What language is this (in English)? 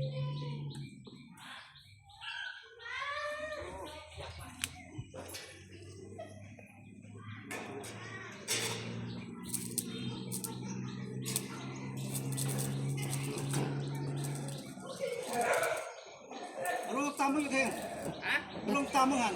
Northeastern Thai